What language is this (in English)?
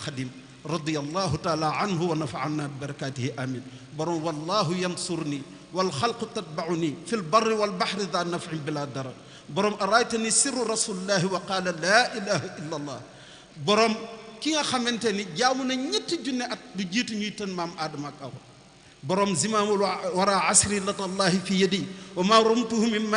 Wolof